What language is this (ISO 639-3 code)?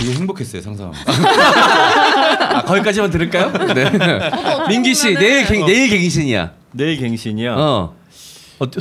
kor